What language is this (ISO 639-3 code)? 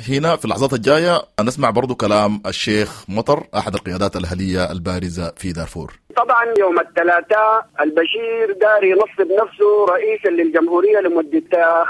apd